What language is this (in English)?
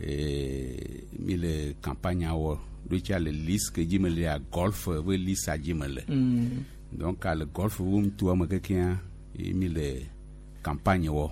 Gen